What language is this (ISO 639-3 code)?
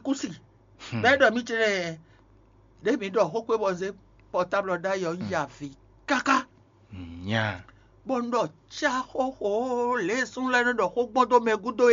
fon